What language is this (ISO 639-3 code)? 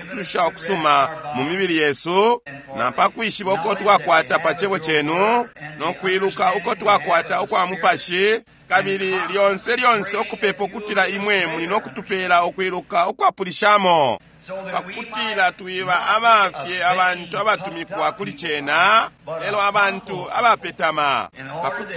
bem